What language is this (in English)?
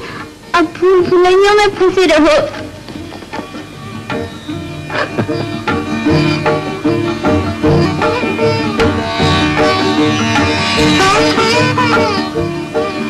Hindi